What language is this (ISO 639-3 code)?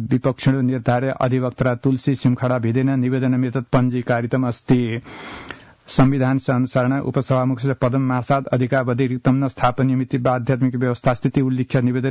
san